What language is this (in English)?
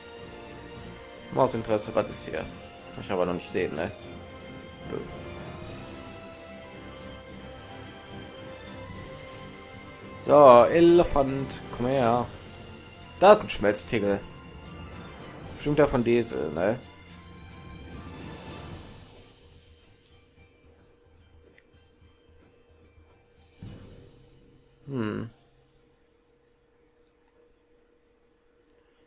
German